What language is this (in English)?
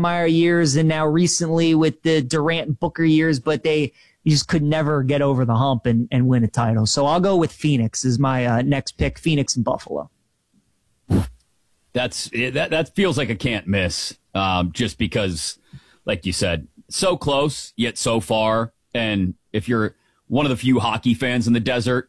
English